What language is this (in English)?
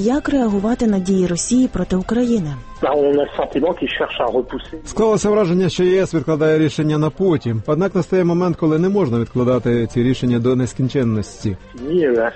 Ukrainian